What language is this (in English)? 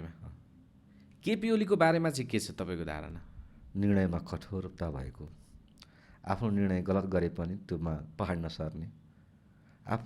Nepali